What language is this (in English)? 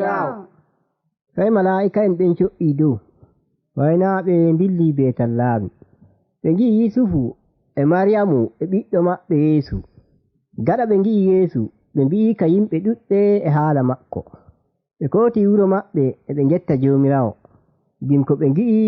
Nigerian Fulfulde